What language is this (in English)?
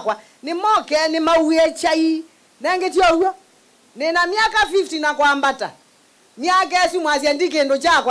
Kamba